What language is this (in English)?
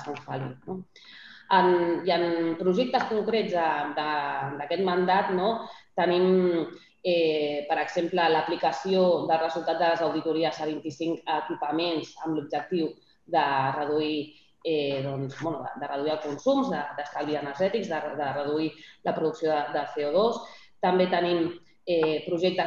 Catalan